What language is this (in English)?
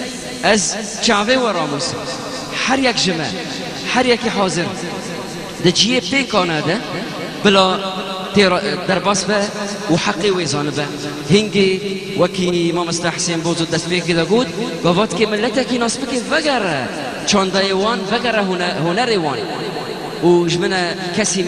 Kurdish